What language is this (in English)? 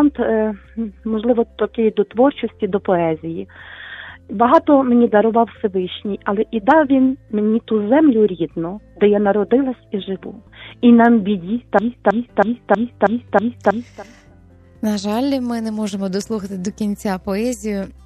Ukrainian